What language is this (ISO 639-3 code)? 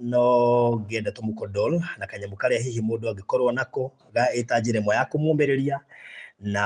kik